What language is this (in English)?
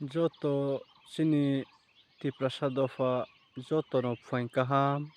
Riang (India)